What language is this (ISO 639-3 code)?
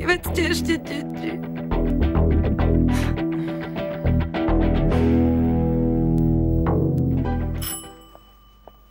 slk